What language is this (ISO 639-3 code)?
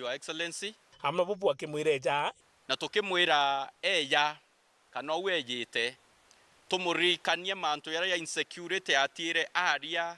mer